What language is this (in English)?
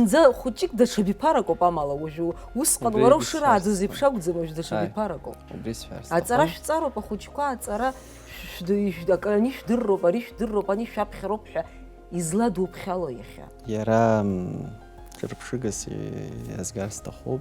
Abkhazian